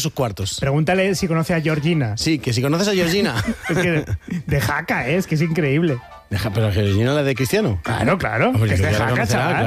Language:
Spanish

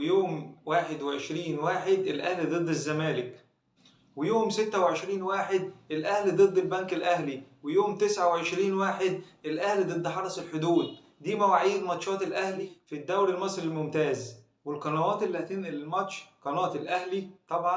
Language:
Egyptian Arabic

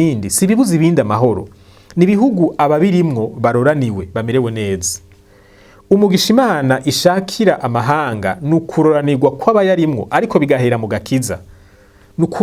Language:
Rundi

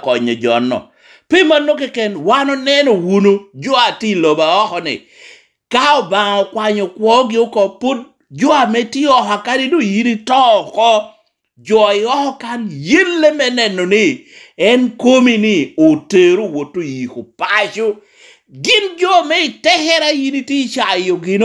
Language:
Lango (Uganda)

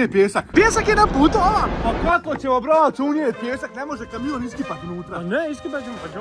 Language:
Croatian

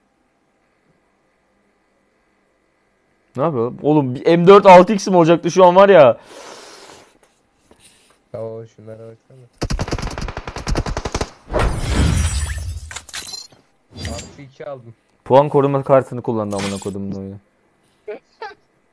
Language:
Turkish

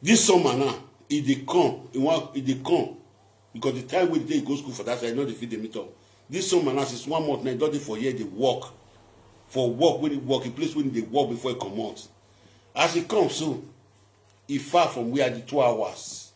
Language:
Nigerian Pidgin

